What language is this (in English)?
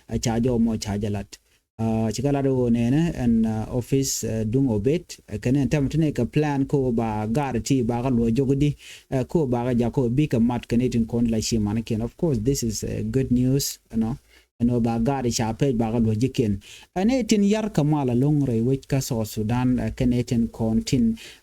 Nuer